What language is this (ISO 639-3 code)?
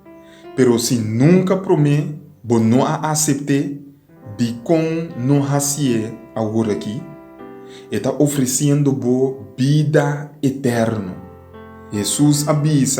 pap